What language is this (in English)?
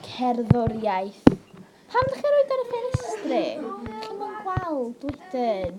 Welsh